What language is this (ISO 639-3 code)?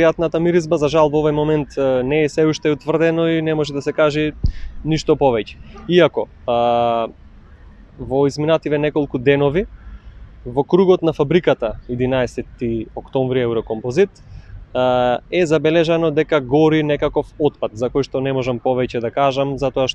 mkd